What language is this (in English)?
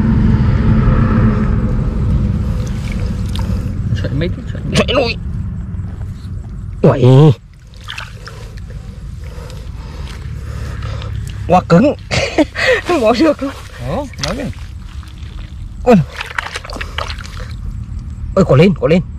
Vietnamese